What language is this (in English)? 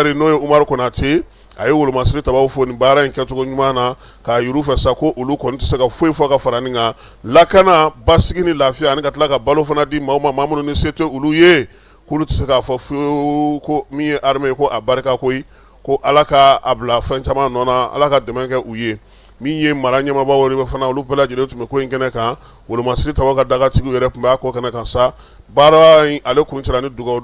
Bambara